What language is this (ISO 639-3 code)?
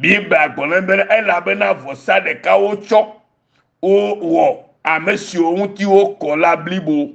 ewe